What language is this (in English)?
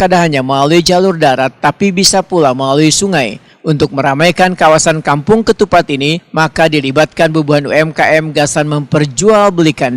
Banjar